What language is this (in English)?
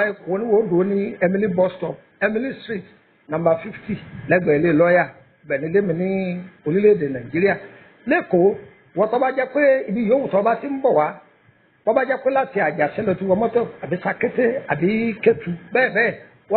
Yoruba